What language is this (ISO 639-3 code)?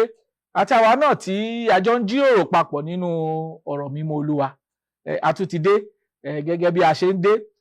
yor